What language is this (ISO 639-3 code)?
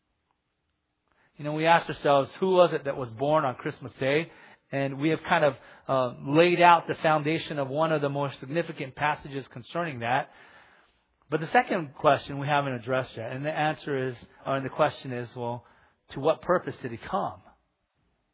eng